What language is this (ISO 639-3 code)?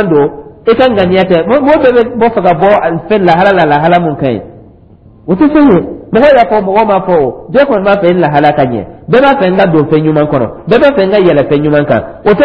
dyu